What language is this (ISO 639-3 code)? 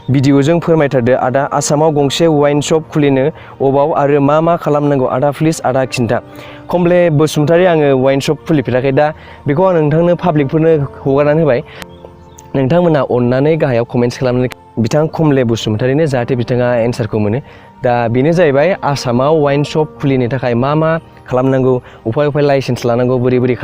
brx